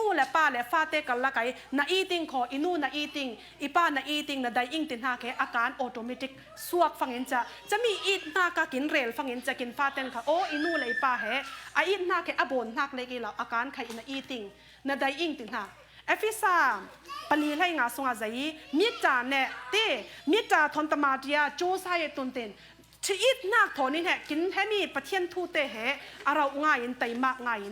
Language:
Falam Chin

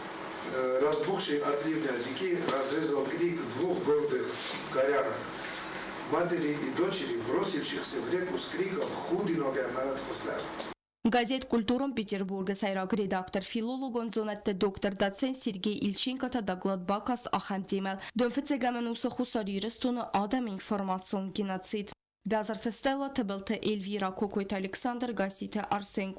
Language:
Ossetic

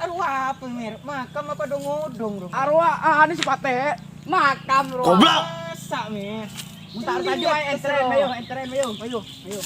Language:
Madurese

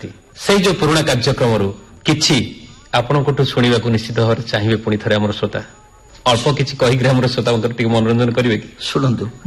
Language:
Odia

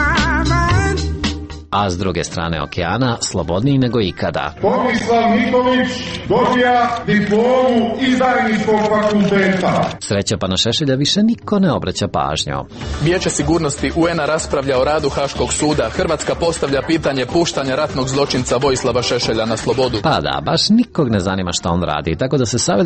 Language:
Serbian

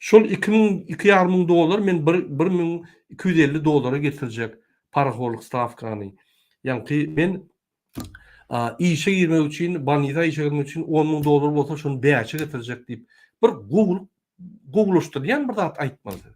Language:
Turkmen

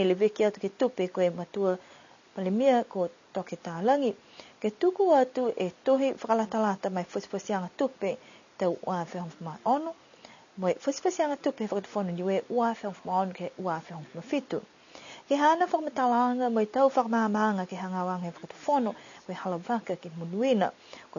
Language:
Niuean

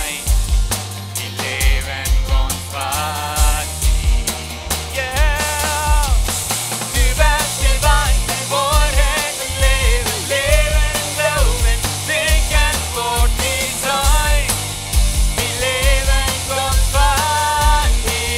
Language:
Plautdietsch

